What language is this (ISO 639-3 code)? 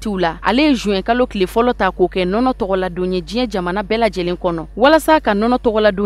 bam